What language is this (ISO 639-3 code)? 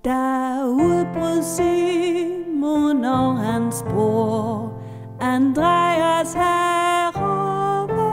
dan